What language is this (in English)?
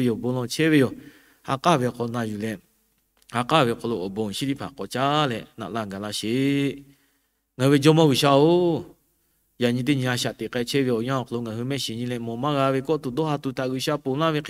Lahu